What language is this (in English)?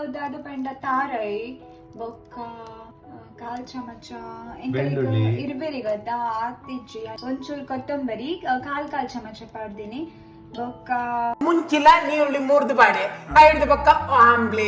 Tulu